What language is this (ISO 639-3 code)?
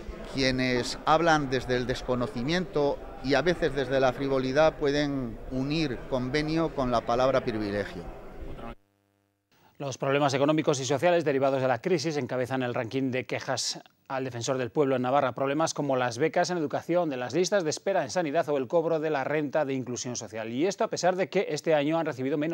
spa